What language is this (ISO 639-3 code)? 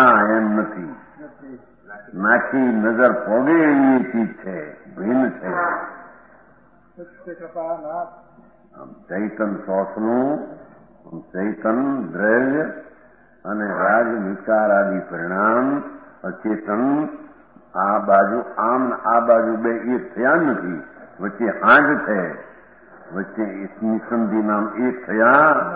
guj